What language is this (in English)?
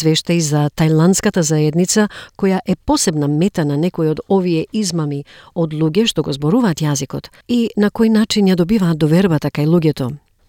Macedonian